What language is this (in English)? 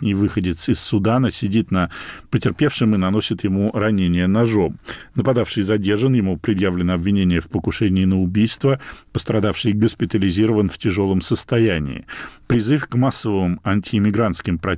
Russian